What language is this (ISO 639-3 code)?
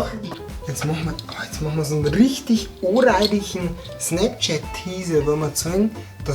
bar